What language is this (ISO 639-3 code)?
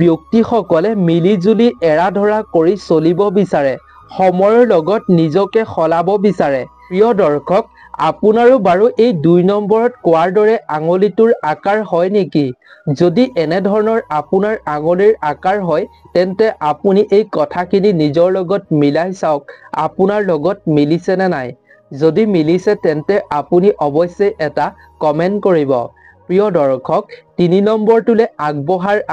asm